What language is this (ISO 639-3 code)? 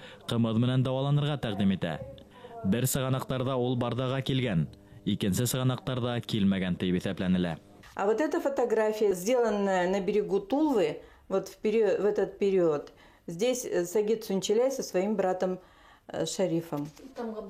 bak